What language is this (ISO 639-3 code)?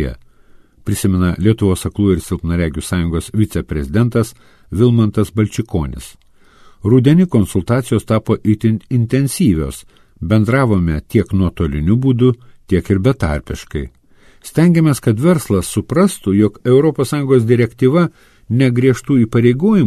lit